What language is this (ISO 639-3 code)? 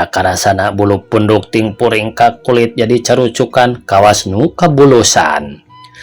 sun